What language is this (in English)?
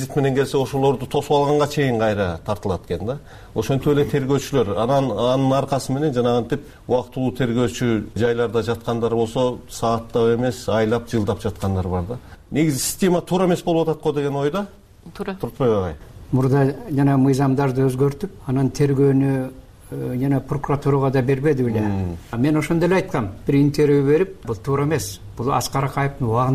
Kyrgyz